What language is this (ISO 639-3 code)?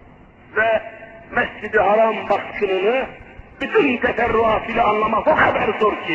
tur